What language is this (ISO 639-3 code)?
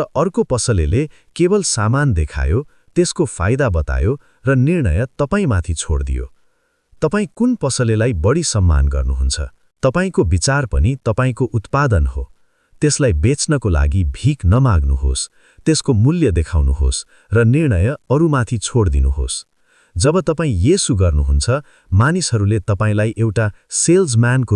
nep